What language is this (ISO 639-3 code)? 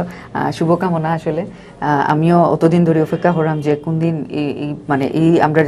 syl